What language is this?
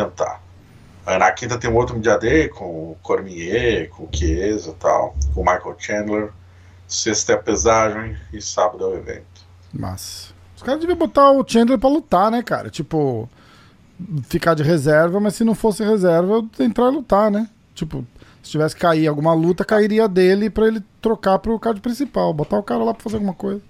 Portuguese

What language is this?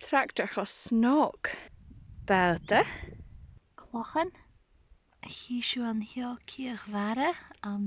Scottish Gaelic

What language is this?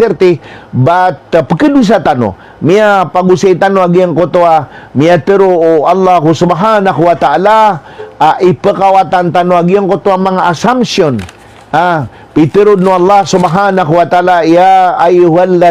Maranao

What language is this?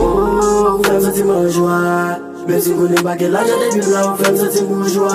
Haitian Creole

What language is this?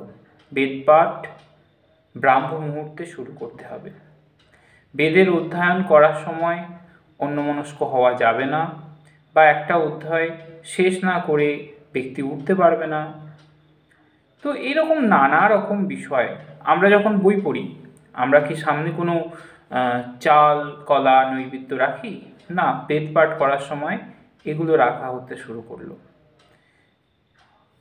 Bangla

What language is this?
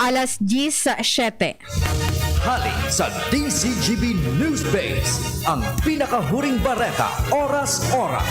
Bikol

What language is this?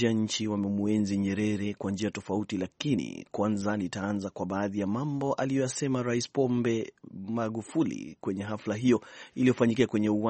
Swahili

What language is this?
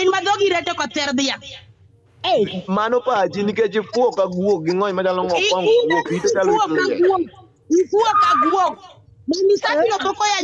Luo (Kenya and Tanzania)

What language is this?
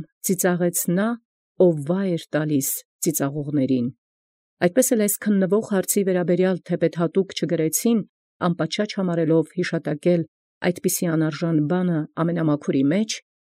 Armenian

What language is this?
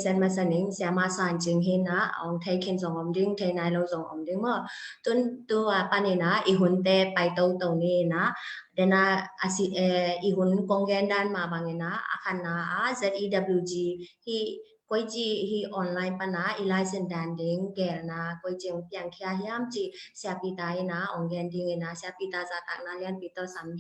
Tedim Chin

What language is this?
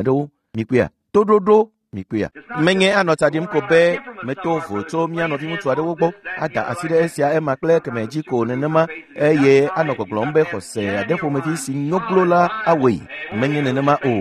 Ewe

